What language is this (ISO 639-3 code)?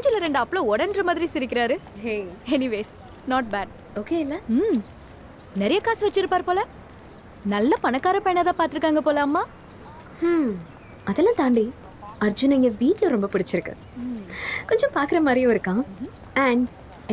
tam